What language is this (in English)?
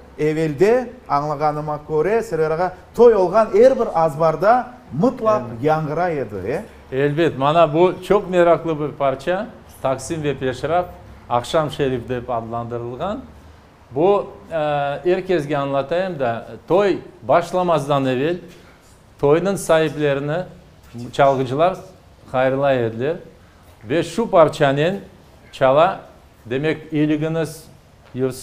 Crimean Tatar